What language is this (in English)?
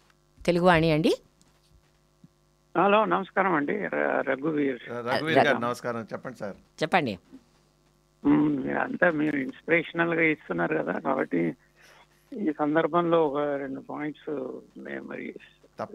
Telugu